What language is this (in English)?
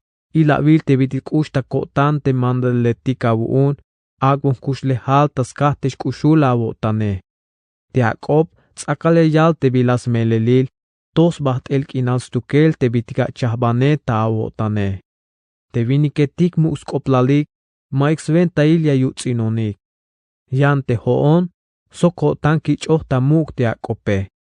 Tzeltal